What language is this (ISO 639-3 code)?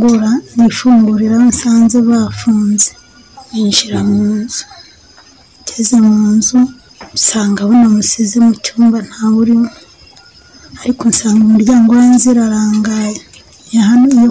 kin